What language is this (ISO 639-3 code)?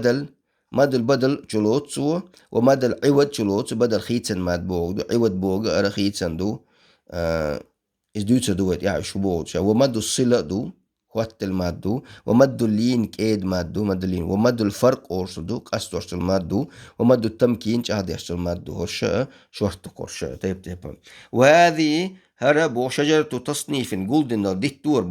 che